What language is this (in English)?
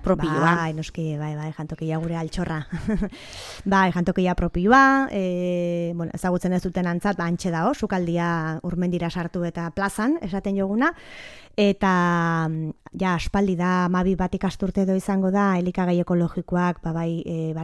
Basque